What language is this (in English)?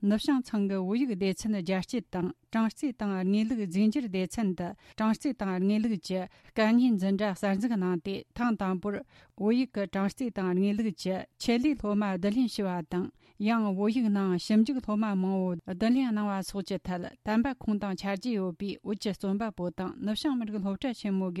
Tibetan